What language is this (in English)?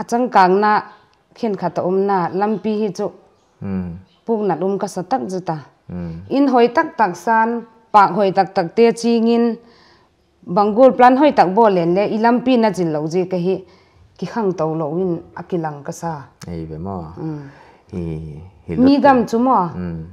Paite Chin